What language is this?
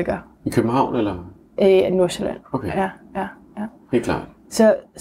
Danish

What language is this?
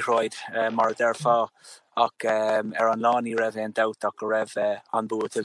Irish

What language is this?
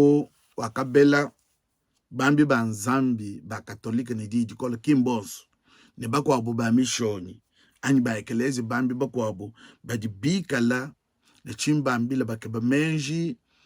Luba-Lulua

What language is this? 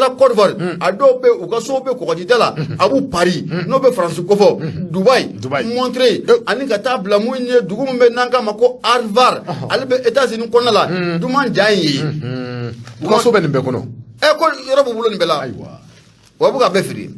Bambara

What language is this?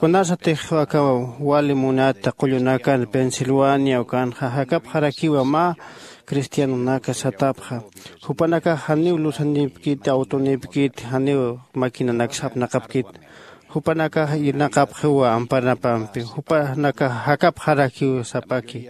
Aymara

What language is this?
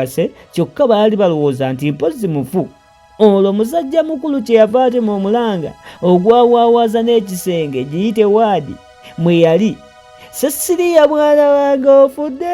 Ganda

